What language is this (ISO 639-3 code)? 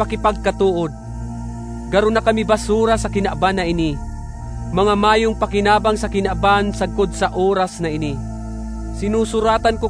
bik